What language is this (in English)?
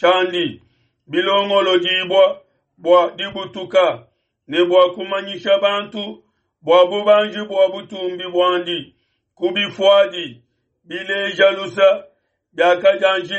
Luba-Lulua